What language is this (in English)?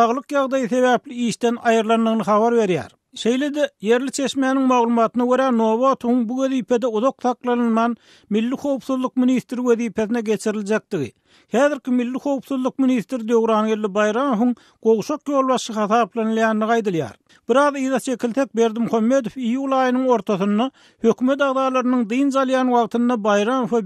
Turkmen